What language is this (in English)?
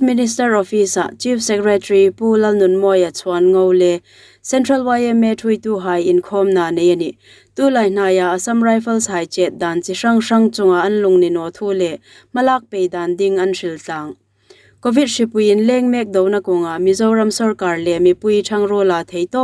Hmar